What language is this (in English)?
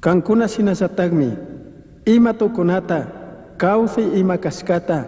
Chimborazo Highland Quichua